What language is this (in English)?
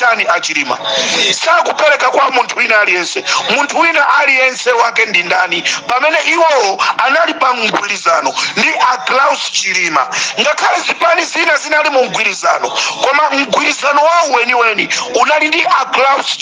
Nyanja